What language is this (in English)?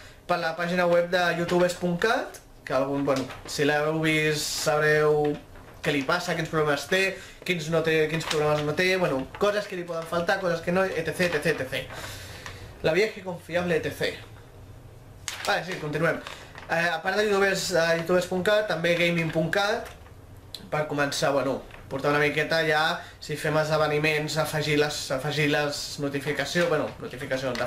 Catalan